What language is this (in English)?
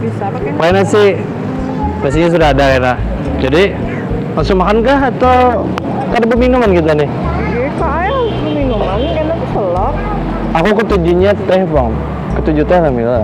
Banjar